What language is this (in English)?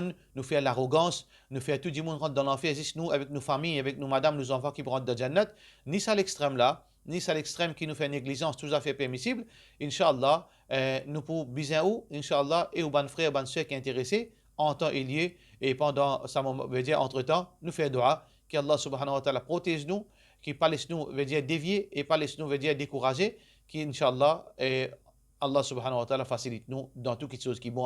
Morisyen